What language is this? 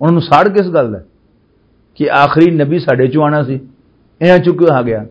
Western Panjabi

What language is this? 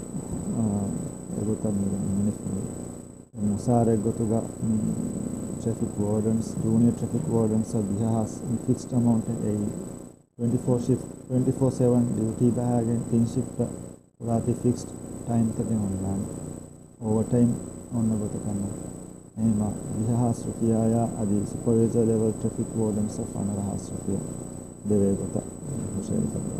Divehi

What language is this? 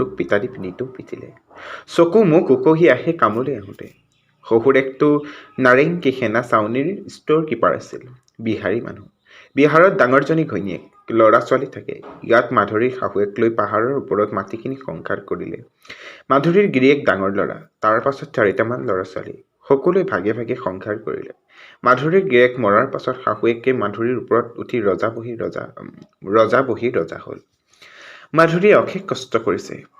Assamese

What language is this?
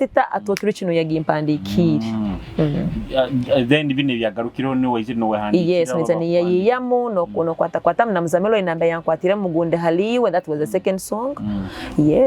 Nyoro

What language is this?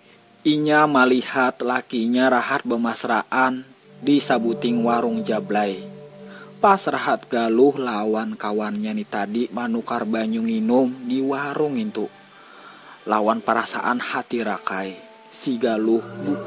Banjar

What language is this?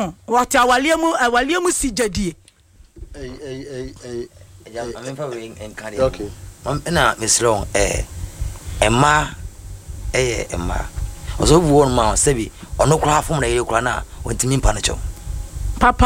Akan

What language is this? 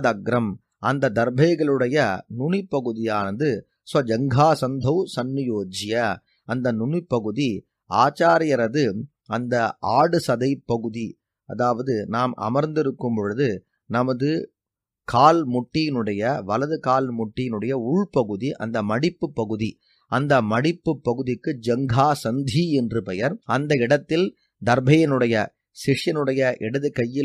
Tamil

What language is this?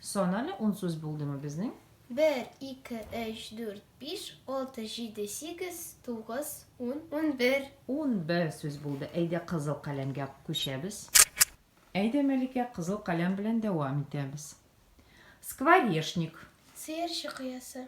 Tatar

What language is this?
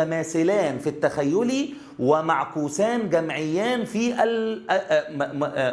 Egyptian Arabic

